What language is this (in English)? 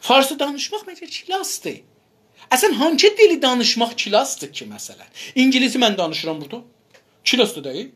South Azerbaijani